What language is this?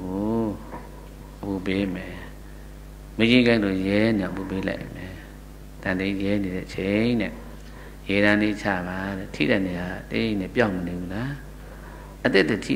Burmese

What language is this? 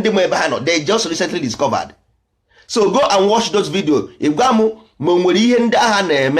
Igbo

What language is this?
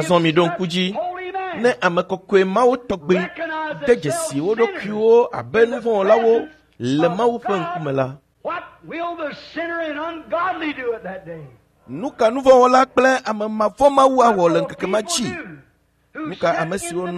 Ewe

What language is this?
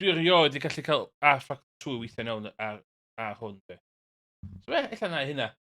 Welsh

